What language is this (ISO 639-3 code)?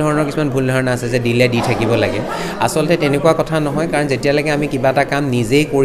asm